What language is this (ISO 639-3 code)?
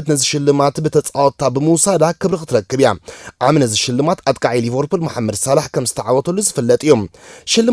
tir